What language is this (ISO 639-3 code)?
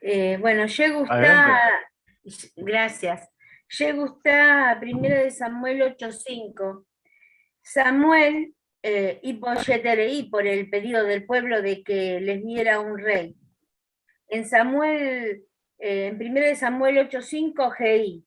grn